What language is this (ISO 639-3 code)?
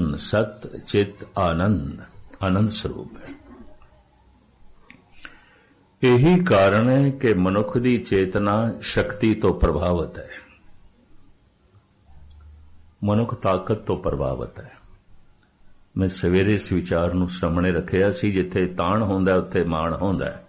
pan